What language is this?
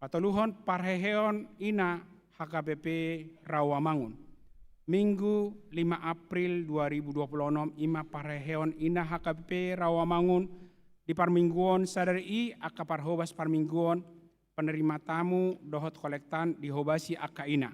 Batak Toba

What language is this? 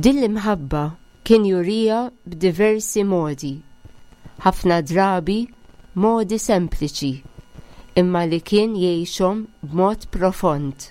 Maltese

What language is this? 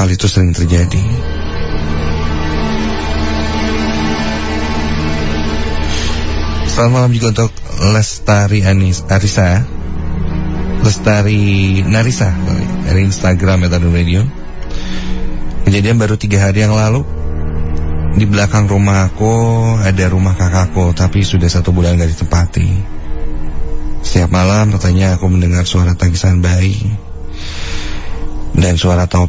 Indonesian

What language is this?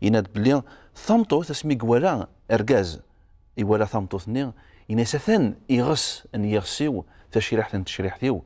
Kabyle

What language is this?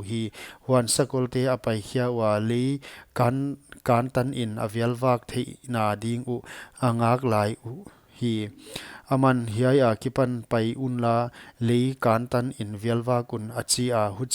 Paite Chin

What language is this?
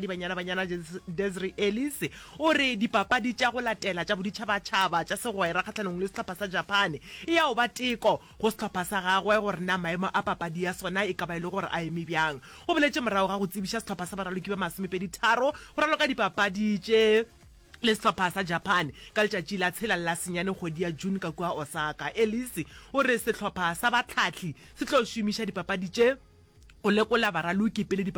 Northern Sotho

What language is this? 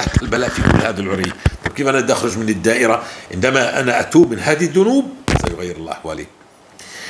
North Levantine Arabic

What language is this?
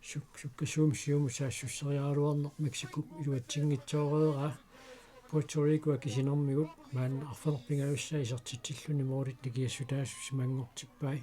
Kalaallisut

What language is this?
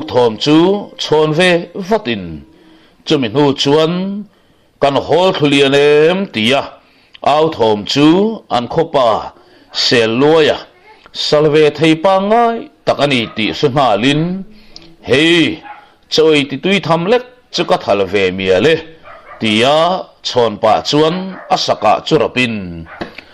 Mizo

